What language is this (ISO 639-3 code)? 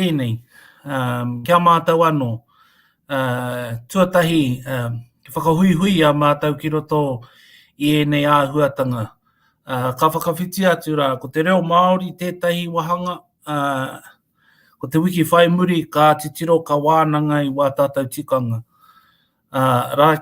mri